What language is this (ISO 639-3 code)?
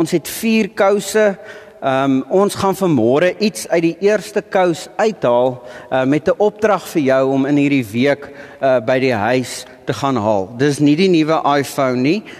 afr